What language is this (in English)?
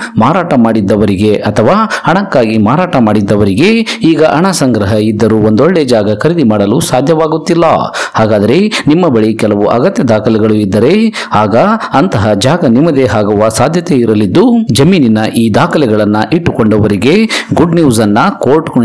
Kannada